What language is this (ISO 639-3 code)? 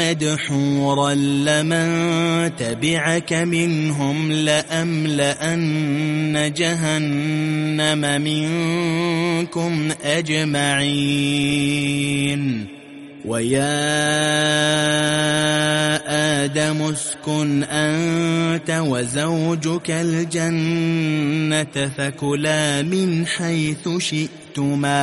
ara